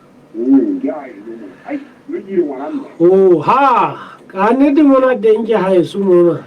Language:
Southern Sotho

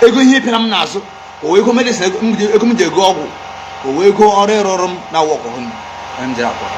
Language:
Igbo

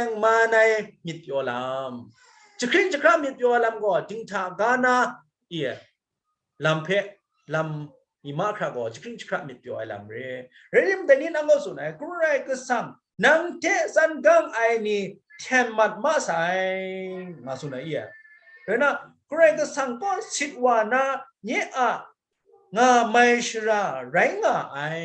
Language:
Kachin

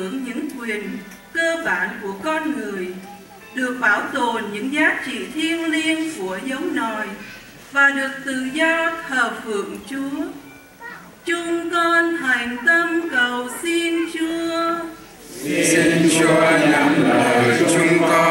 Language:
Vietnamese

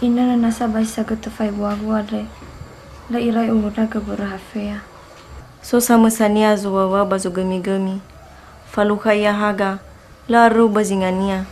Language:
Nias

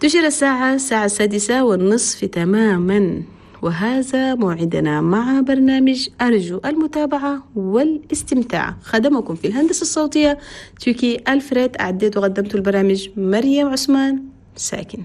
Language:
Chadian Arabic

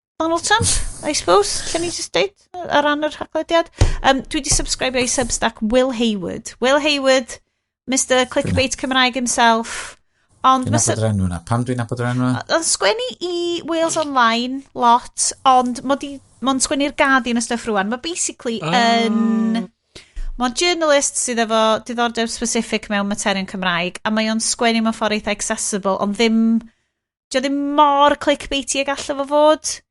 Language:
Welsh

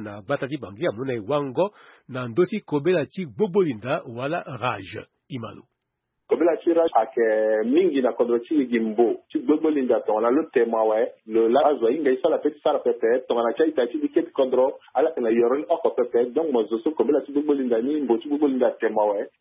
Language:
Sango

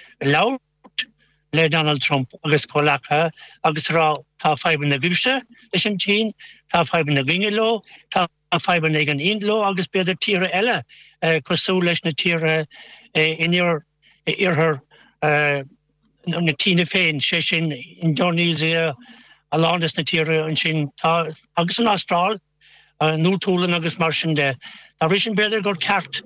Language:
Irish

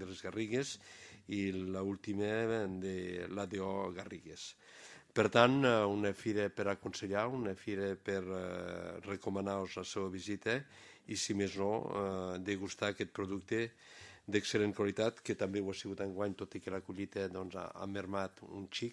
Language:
Catalan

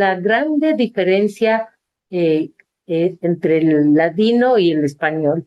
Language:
Ladino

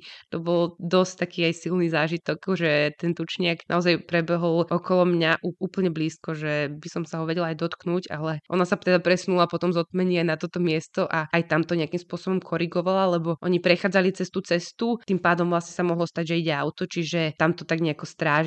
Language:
Slovak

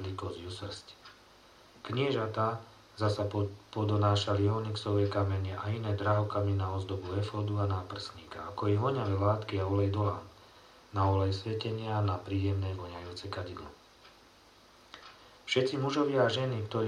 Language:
Slovak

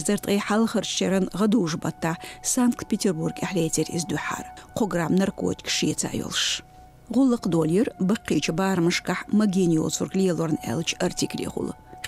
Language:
Chechen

